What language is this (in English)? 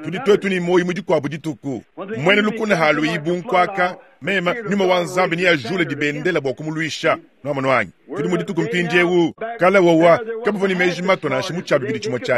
Luba-Lulua